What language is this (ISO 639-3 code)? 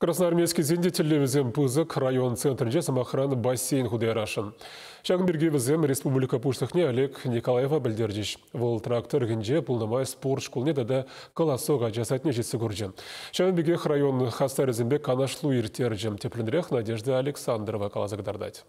chv